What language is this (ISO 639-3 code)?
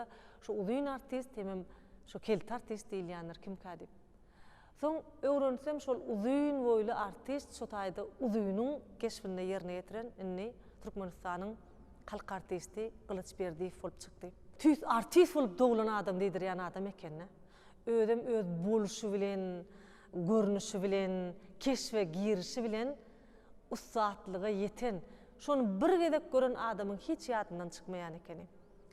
tuk